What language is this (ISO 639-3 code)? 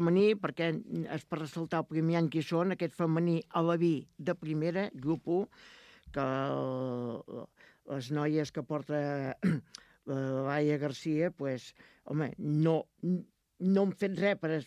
cat